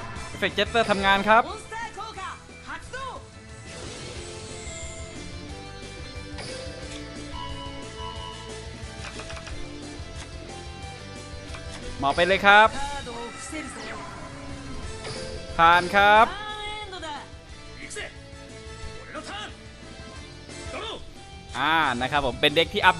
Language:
Thai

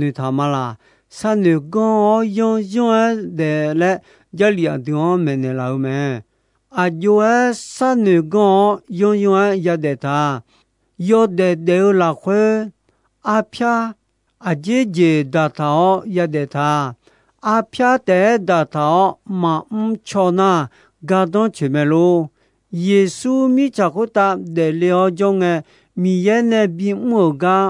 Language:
Akha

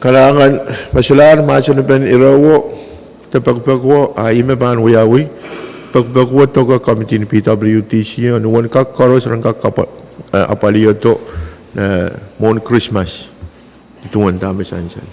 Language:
Pohnpeian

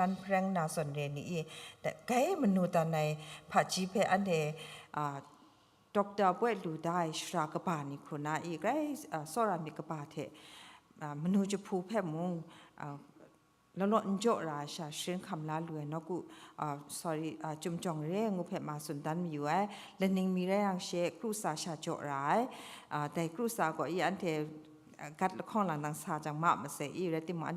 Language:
Kachin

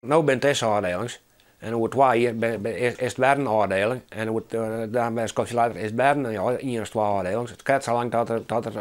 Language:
Western Frisian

